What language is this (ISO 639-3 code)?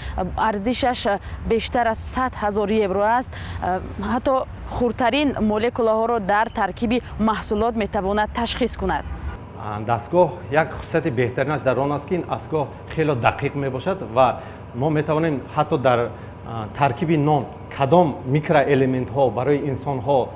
tgk